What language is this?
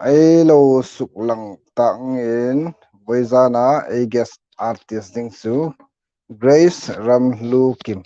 Hmar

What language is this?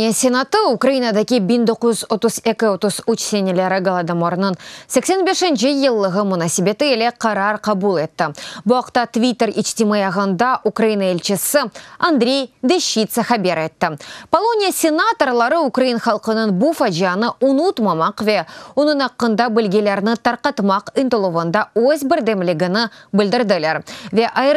Crimean Tatar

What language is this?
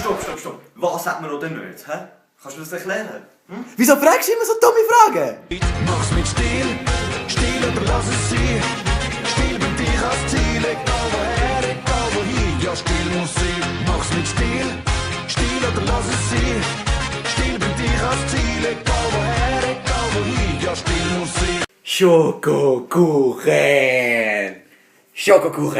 Swiss German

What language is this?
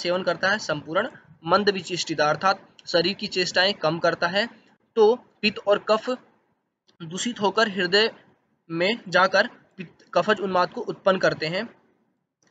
Hindi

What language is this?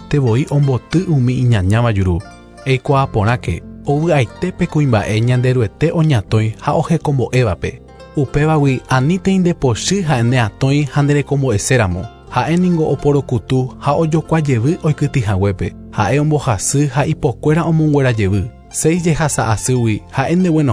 Guarani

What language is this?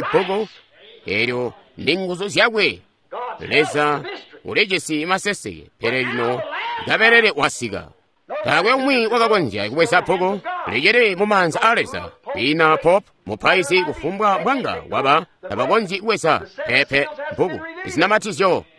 Tonga (Zambia)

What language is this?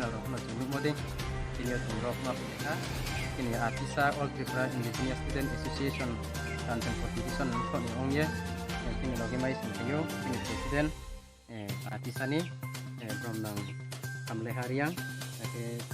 Riang (India)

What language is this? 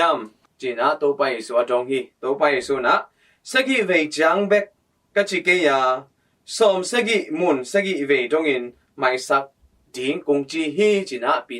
Tedim Chin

